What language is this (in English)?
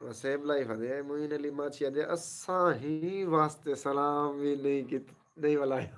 Saraiki